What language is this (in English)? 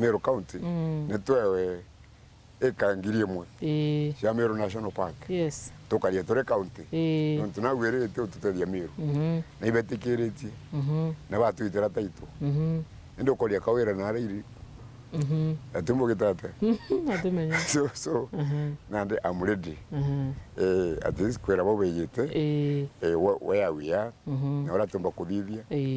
Meru